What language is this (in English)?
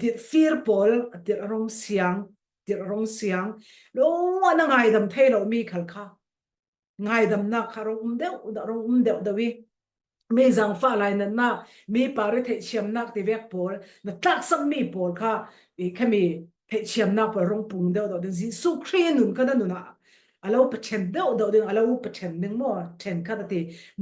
Falam Chin